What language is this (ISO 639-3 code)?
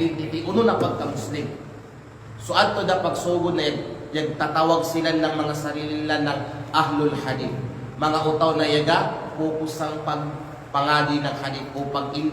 kqe